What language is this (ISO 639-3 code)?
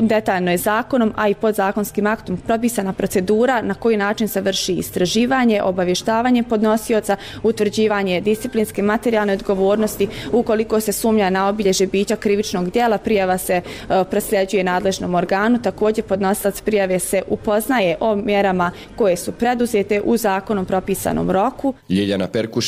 bos